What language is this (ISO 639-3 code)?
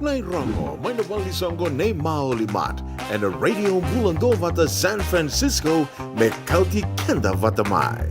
fij